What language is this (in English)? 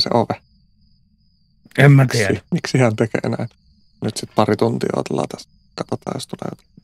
Finnish